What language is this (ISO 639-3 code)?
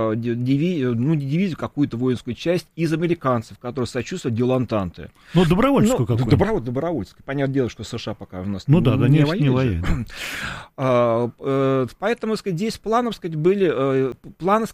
rus